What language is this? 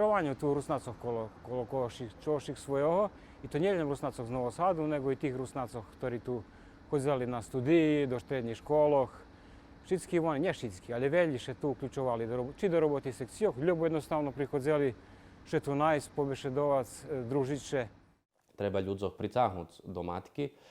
Rusyn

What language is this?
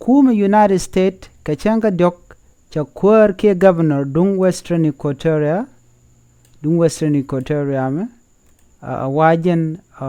Nuer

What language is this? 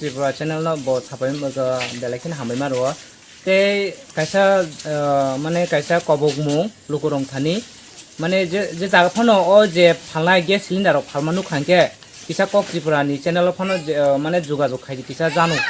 Kok Borok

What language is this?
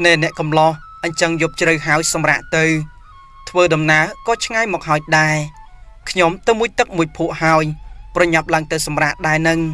Khmer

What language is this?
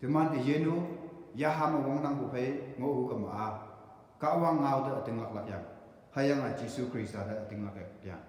Konyak Naga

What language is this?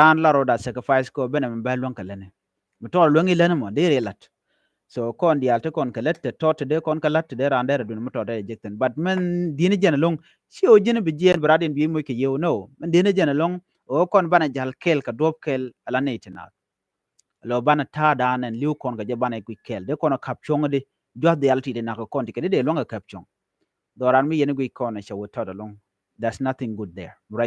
Nuer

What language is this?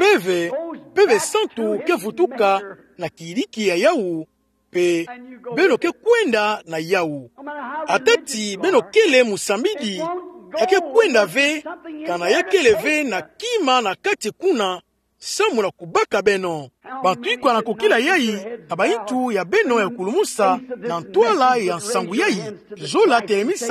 Kituba (Democratic Republic of Congo)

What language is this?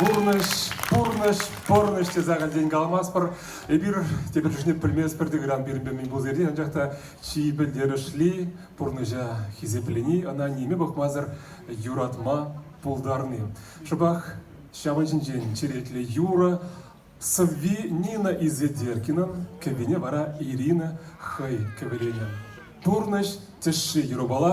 Chuvash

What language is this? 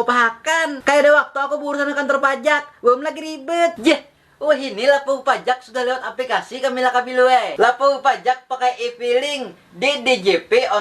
Banjar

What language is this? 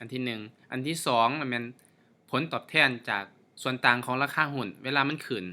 Lao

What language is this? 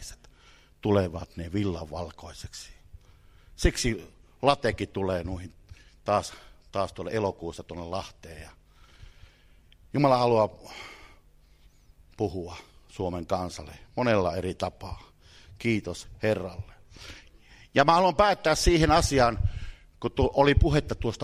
Finnish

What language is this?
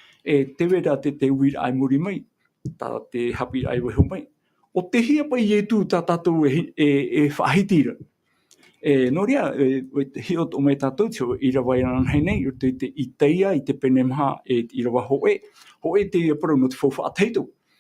Tahitian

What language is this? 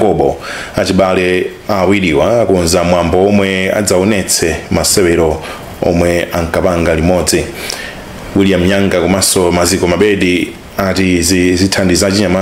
Nyanja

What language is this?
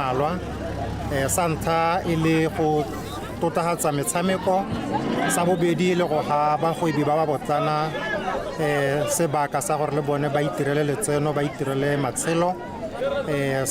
Tswana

